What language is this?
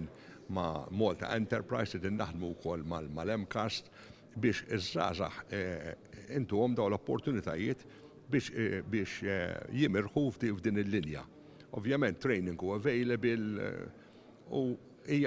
Maltese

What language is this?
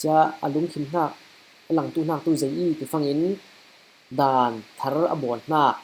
Falam Chin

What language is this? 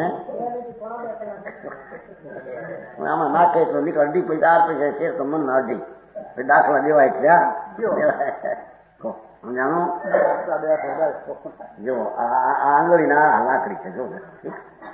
Gujarati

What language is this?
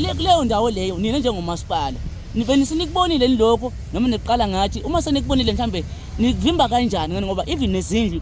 Zulu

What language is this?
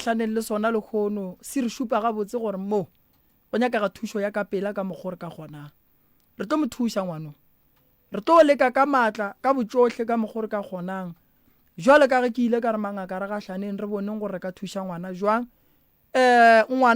Northern Sotho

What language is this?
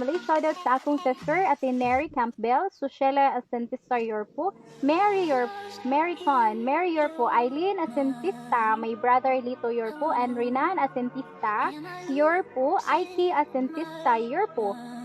Cebuano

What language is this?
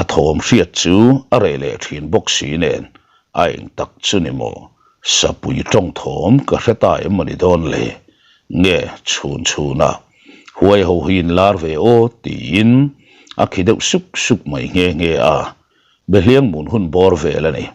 Mizo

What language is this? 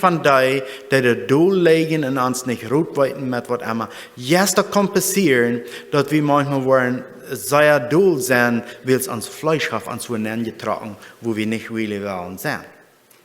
Plautdietsch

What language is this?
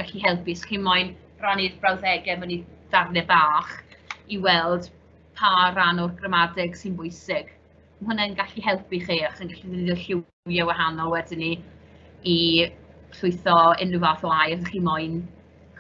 Welsh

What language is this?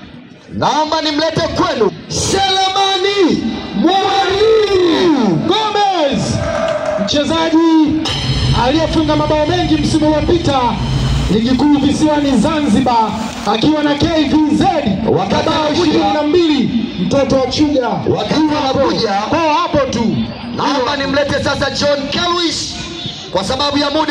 Swahili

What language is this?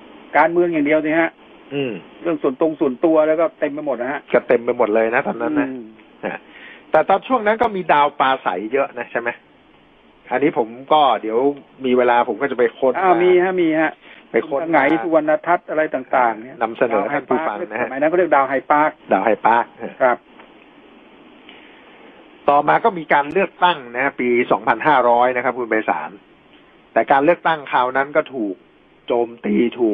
Thai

